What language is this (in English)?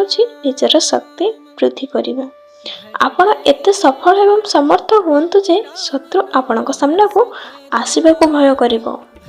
Odia